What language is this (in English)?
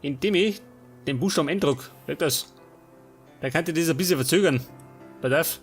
Bavarian